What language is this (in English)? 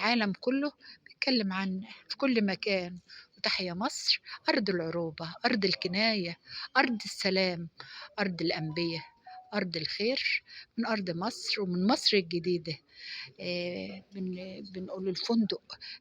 Egyptian Arabic